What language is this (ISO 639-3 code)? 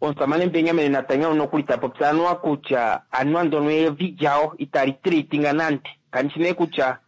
kua